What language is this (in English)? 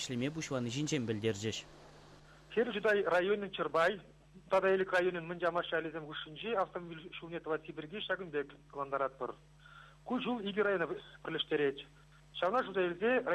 Chuvash